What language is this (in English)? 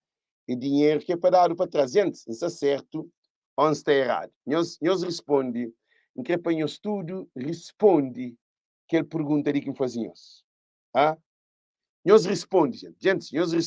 Kabuverdianu